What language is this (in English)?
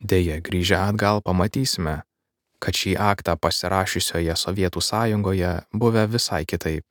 Lithuanian